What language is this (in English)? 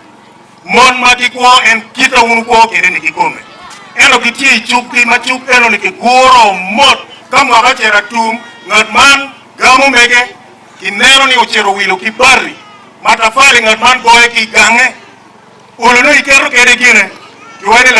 Acoli